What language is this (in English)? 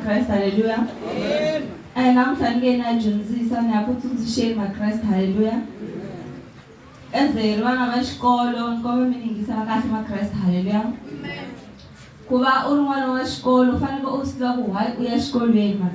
Tsonga